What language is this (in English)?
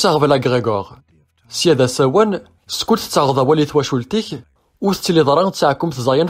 Kabyle